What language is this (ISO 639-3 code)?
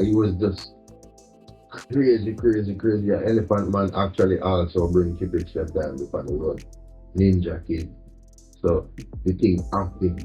jam